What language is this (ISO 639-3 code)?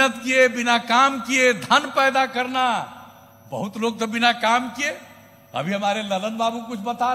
hin